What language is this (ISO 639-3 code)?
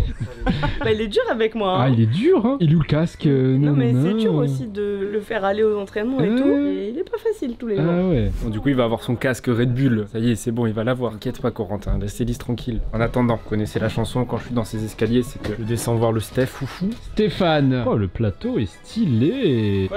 fra